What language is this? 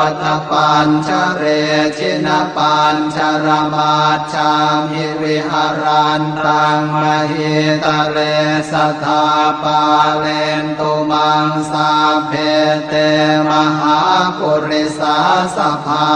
Pali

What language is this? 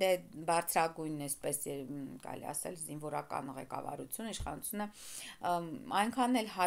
Armenian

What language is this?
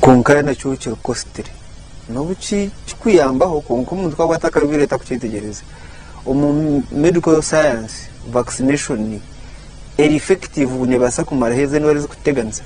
Nyankole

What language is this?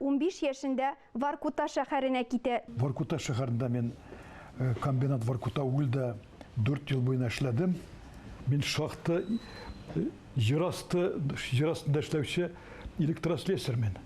Tatar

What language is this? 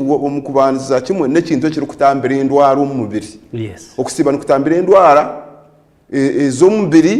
Nyankole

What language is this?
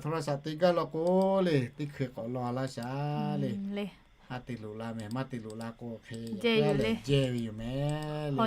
Lahu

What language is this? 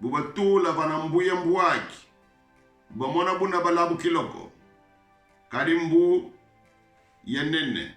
Kongo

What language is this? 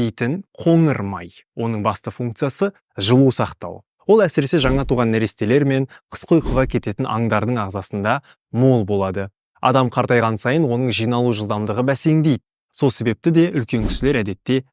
Kazakh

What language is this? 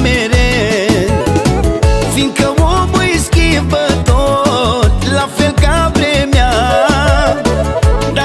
Romanian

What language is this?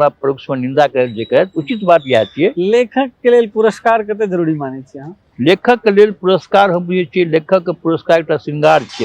Maithili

